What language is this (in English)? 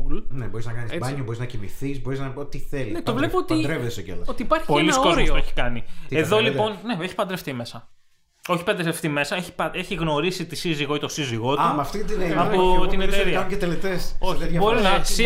Greek